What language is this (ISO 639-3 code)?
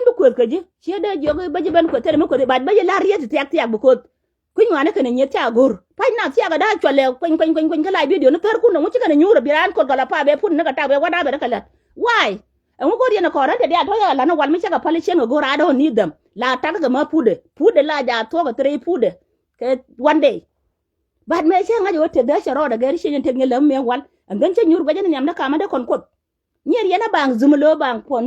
nus